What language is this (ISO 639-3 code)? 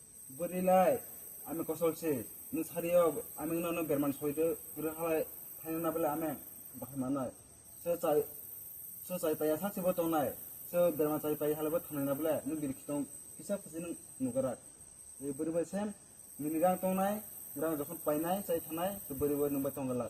trp